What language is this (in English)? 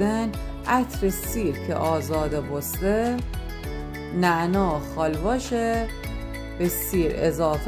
Gilaki